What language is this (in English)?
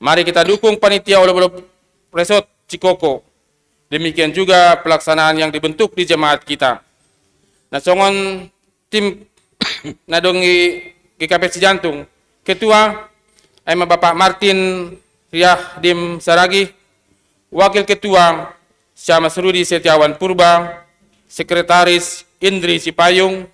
Batak Simalungun